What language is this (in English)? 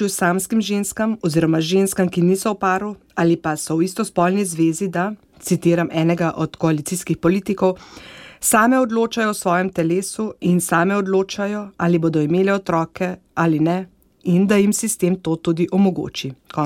Slovenian